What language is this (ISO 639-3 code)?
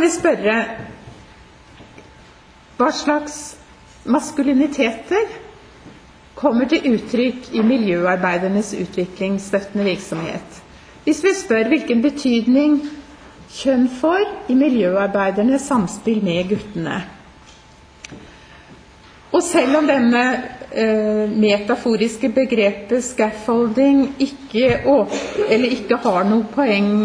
nor